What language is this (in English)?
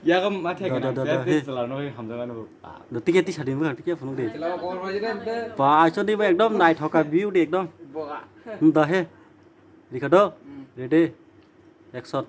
Kok Borok